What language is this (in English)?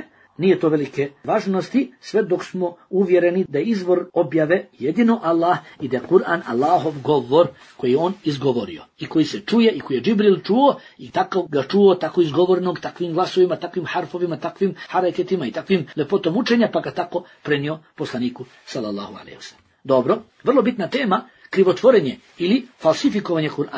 Bosnian